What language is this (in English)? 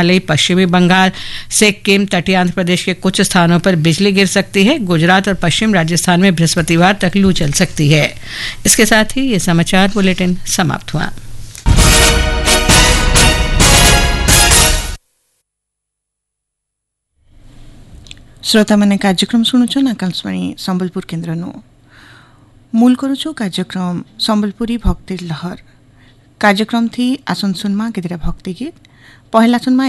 Hindi